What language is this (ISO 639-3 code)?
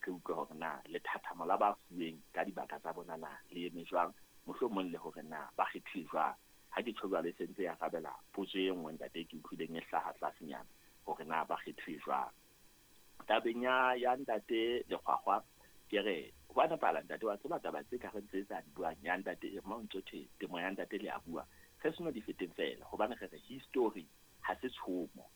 sot